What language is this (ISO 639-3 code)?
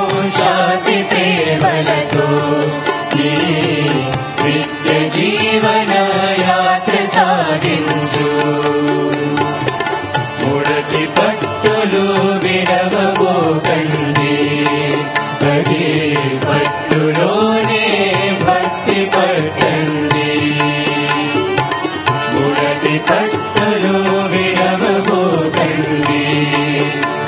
tel